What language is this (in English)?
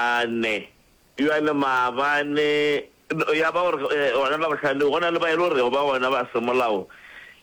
Northern Sotho